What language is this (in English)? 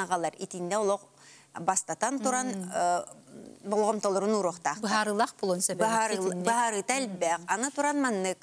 Yakut